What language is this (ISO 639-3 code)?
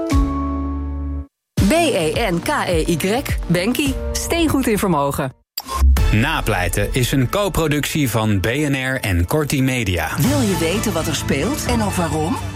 nld